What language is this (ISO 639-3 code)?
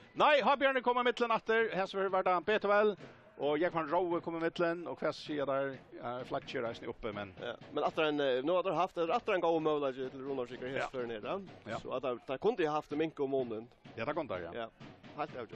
fao